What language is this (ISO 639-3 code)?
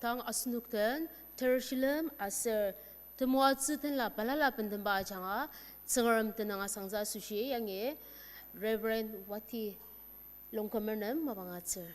njo